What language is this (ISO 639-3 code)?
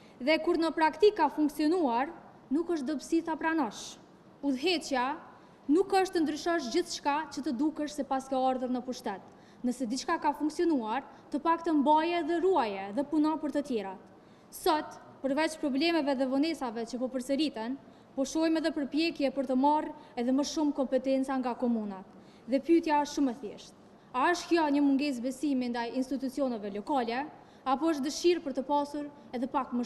sqi